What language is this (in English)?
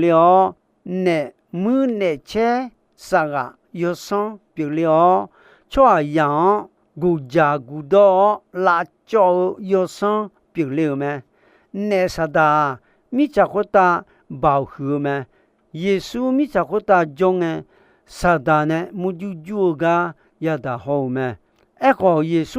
Akha